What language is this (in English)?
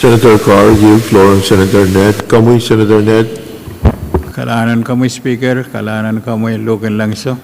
Pohnpeian